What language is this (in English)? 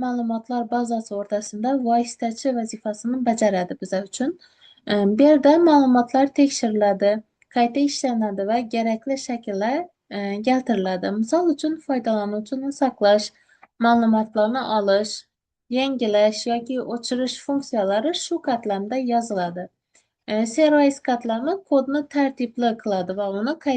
Uzbek